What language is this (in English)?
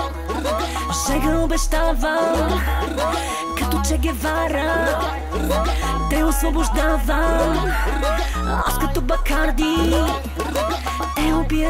Bulgarian